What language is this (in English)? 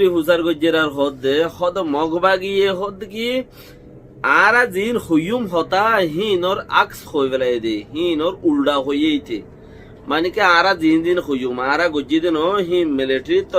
Rohingya